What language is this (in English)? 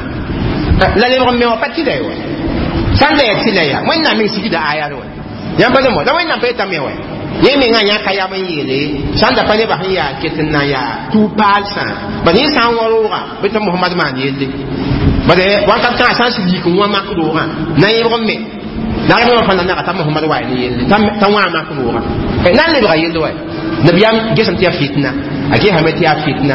Mossi